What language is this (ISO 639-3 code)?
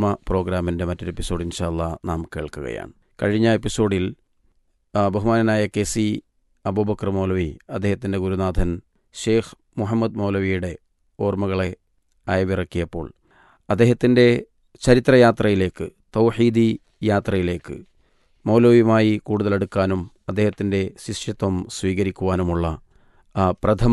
mal